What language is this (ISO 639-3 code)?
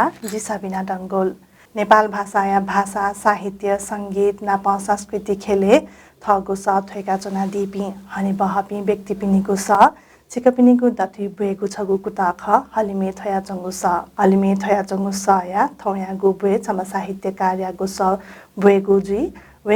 new